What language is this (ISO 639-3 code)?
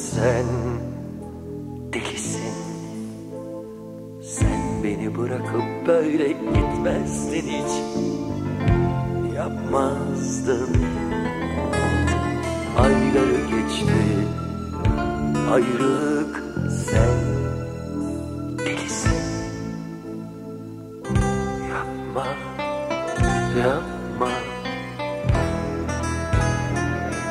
tur